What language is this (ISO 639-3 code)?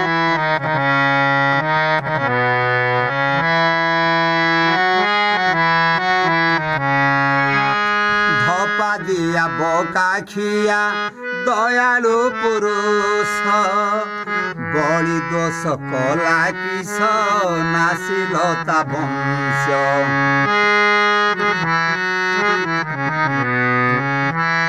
ori